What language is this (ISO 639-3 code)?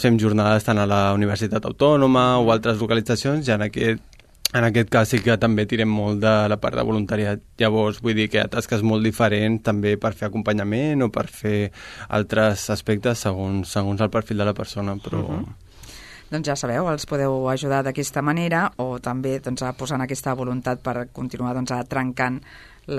cat